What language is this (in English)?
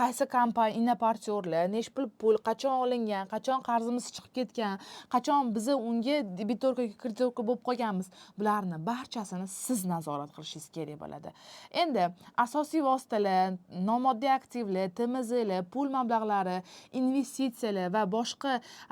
Uzbek